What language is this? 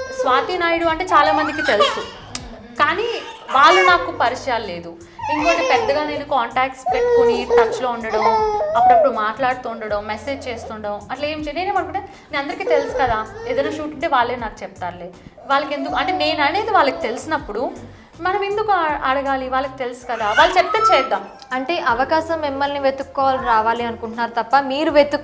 Telugu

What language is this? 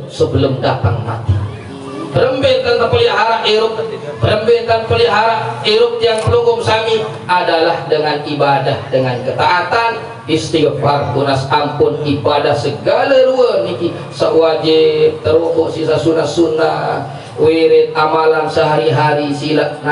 Sasak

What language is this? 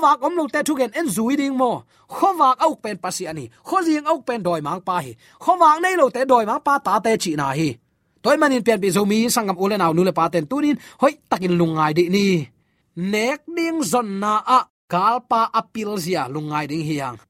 Tedim Chin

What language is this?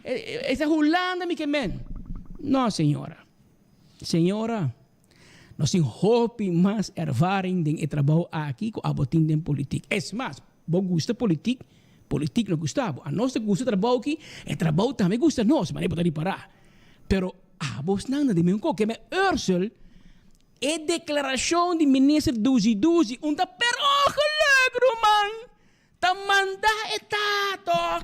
Papiamento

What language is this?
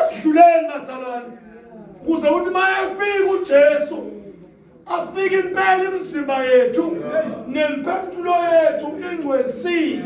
Zulu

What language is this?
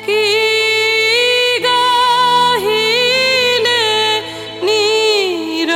Bangla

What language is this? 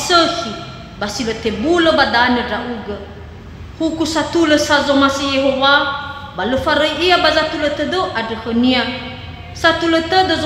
Nias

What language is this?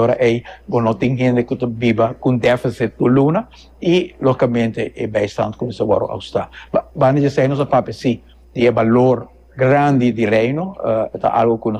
Papiamento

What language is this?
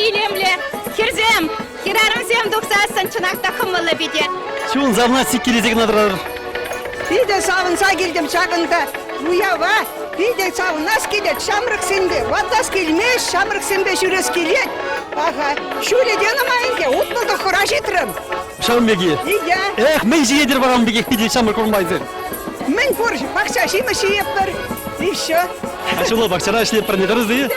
Chuvash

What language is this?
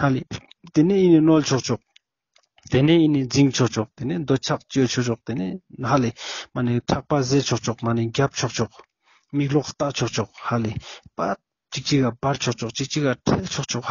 Ladakhi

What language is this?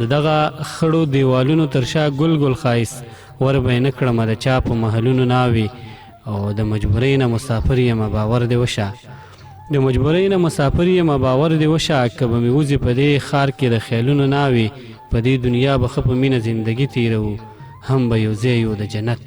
Pashto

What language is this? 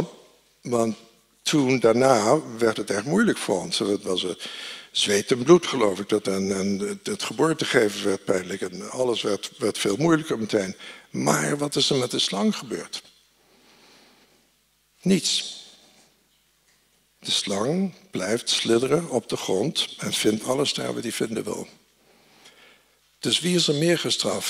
Dutch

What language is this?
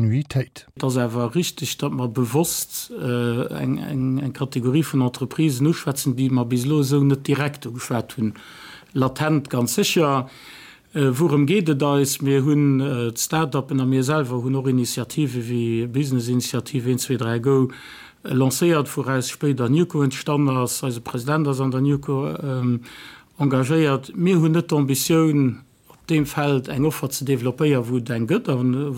Luxembourgish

